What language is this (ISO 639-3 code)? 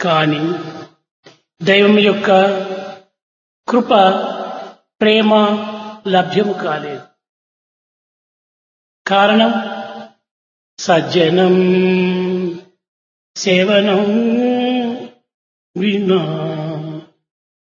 tel